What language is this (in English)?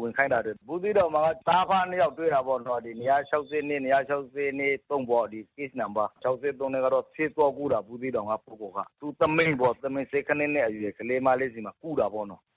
Burmese